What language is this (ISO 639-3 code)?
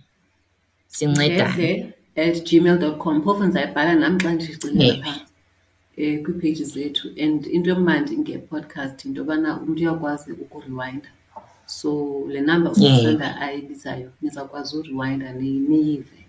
xho